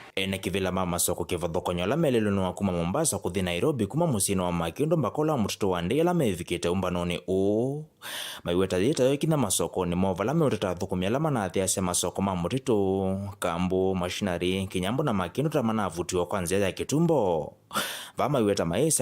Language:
Kamba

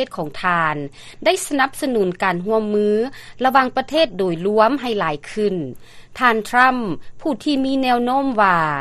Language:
Lao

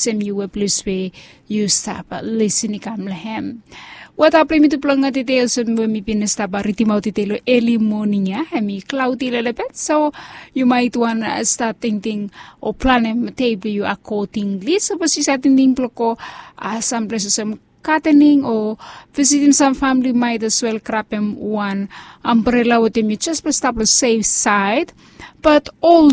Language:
Bislama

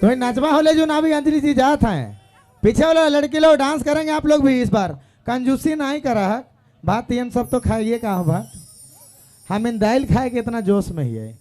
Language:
Sadri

